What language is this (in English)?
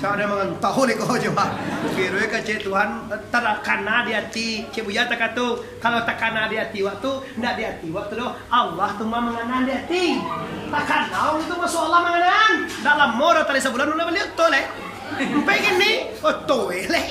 Minangkabau